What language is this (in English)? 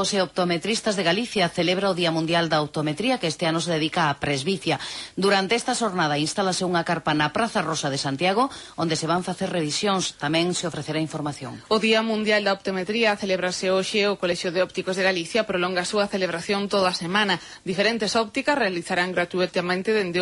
Galician